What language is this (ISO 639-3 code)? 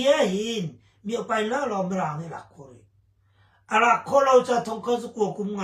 cnh